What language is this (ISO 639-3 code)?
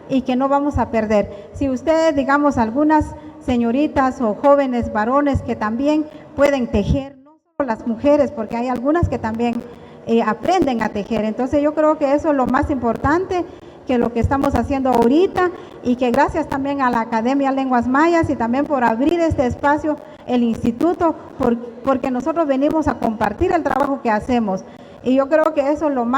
poh